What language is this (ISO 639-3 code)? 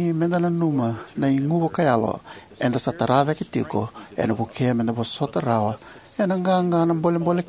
fij